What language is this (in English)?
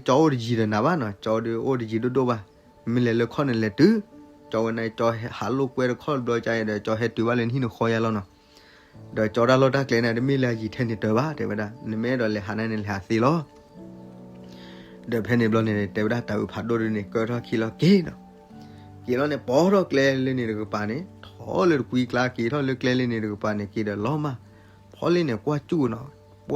S'gaw Karen